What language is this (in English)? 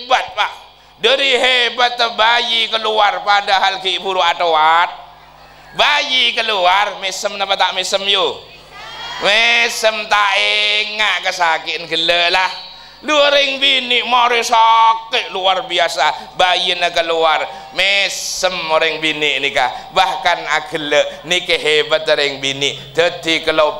Madurese